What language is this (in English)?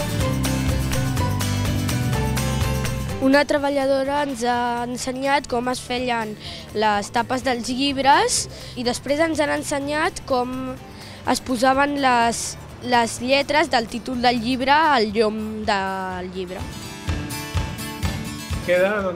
Catalan